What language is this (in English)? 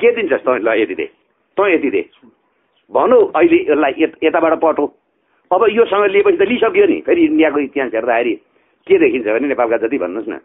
Nepali